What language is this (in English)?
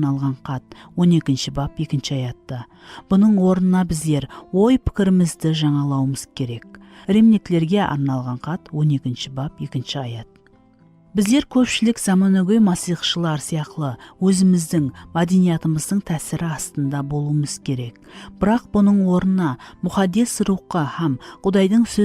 Kara-Kalpak